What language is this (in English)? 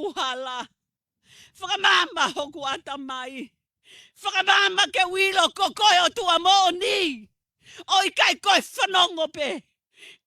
Tongan